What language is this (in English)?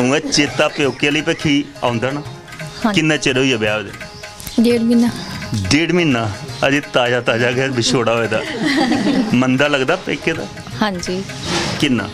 Dogri